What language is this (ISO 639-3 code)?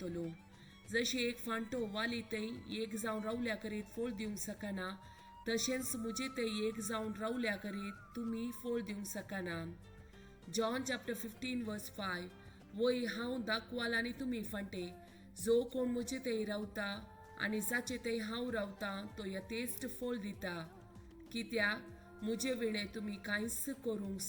kok